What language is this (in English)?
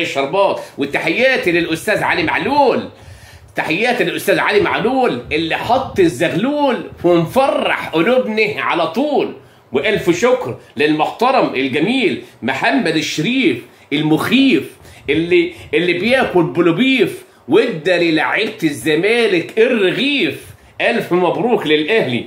Egyptian Arabic